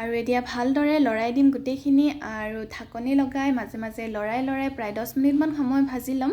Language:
Assamese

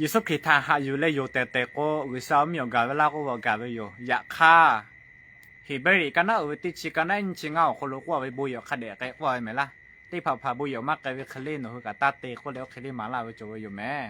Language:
Lahu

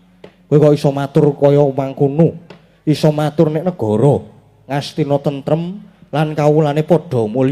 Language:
Javanese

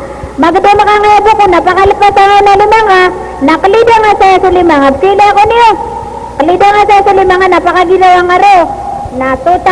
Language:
Maranao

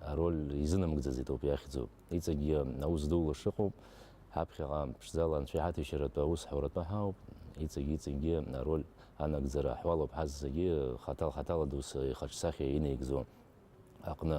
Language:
Abkhazian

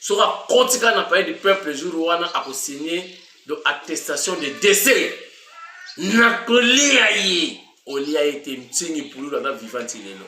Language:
Lingala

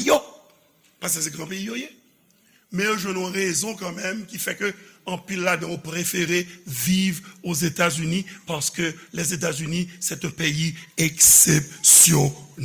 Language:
Haitian Creole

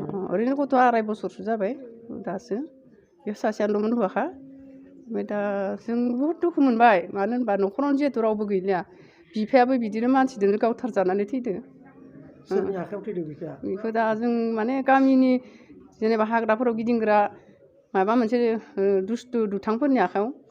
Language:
Bodo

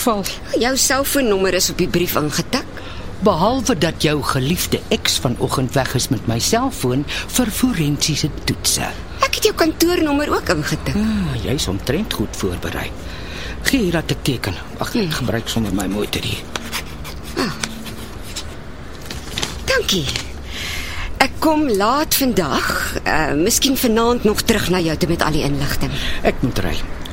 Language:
Afrikaans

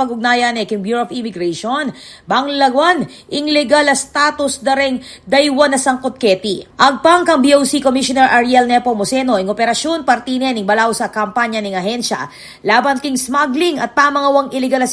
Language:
Pampanga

